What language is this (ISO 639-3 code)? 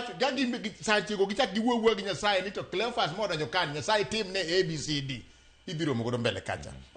luo